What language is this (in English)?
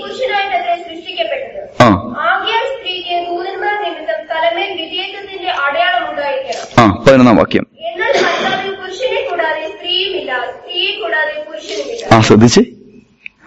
Malayalam